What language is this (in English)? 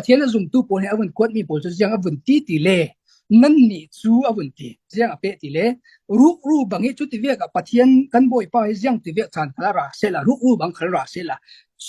Falam Chin